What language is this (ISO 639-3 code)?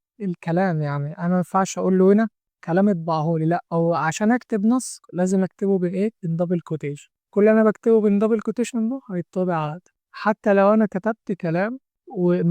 arz